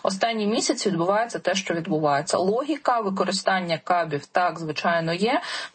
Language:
Ukrainian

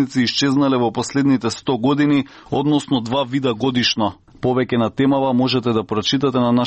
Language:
Macedonian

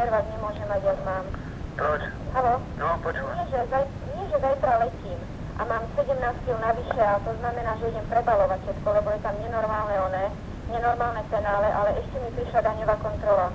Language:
Slovak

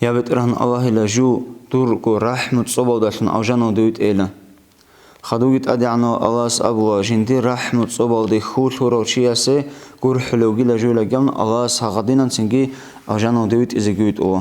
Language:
Avaric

